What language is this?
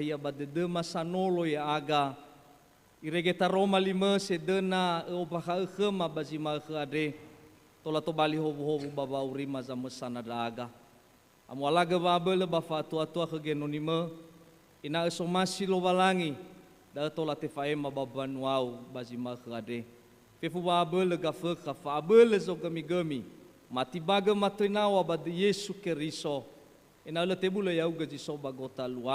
Nias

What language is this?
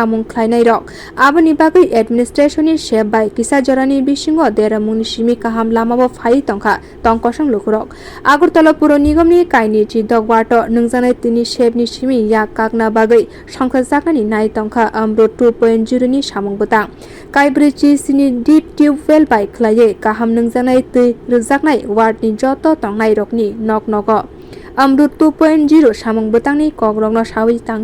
Kok Borok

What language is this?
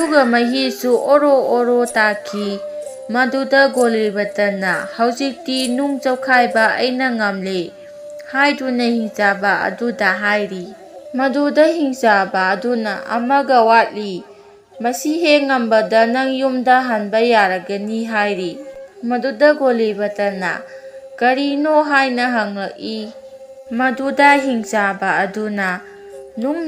Manipuri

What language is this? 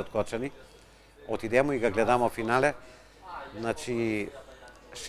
Macedonian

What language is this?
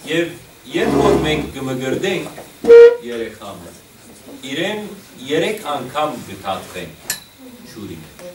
Western Armenian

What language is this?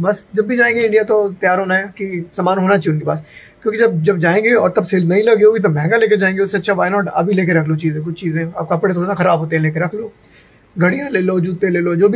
Hindi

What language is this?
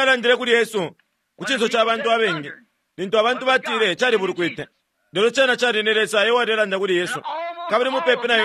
Bemba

